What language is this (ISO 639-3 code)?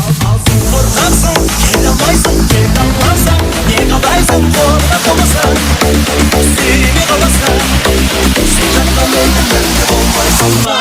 kaa